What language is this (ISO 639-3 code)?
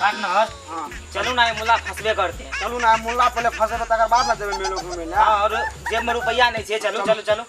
mai